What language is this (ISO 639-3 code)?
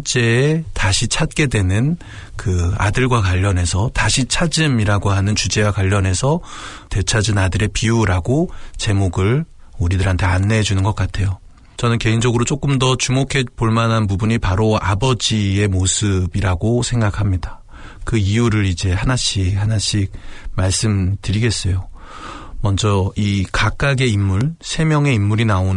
kor